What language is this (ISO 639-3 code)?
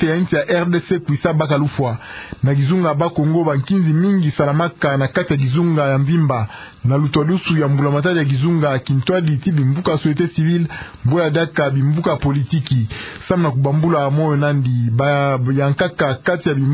ktu